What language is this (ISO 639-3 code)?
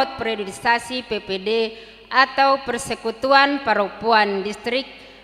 bbc